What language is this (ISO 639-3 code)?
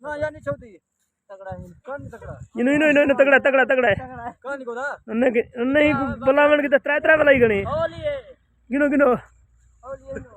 skr